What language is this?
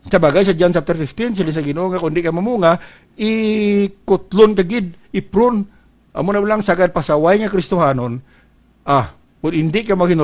Hiligaynon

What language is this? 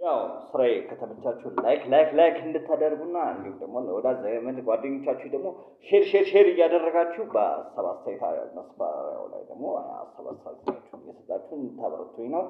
Amharic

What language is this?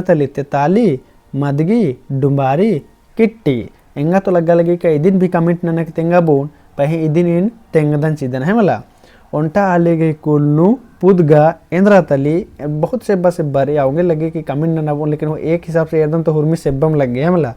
Kurukh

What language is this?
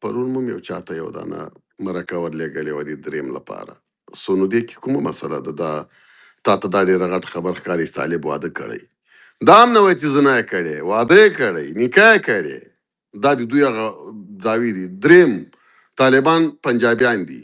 Pashto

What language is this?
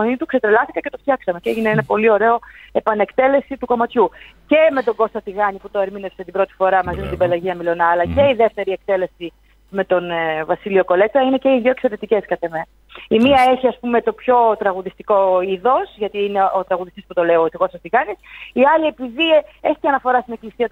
Greek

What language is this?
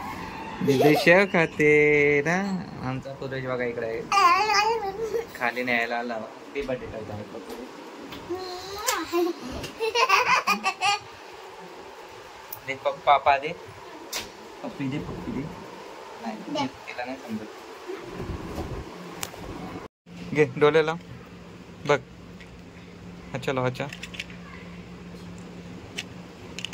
Marathi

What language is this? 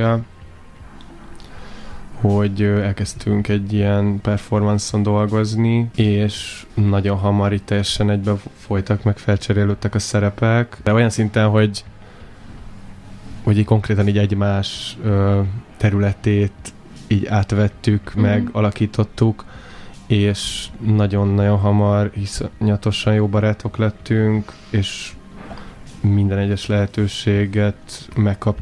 Hungarian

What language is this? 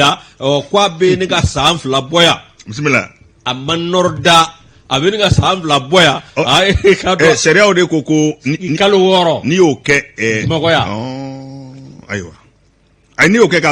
Bambara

